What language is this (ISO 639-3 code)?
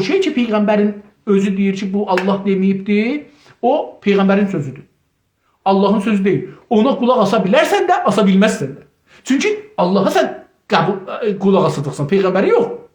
azb